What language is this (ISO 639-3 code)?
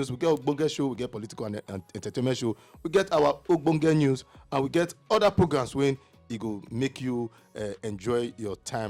pcm